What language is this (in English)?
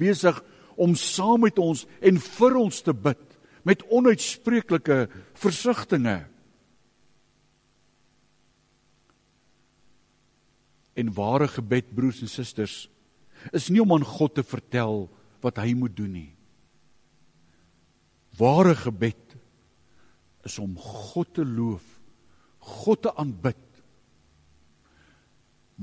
Afrikaans